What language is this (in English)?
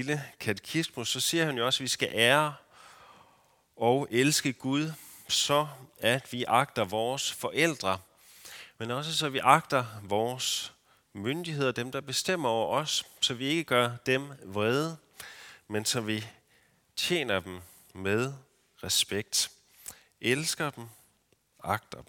Danish